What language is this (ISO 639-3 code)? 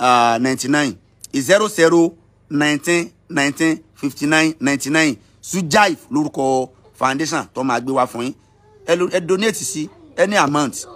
yor